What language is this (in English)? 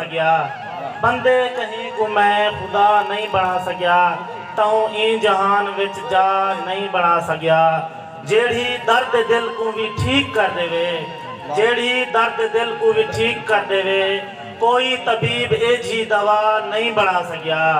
Saraiki